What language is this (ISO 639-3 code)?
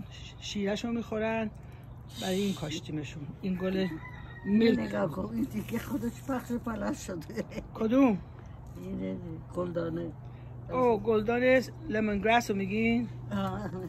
fas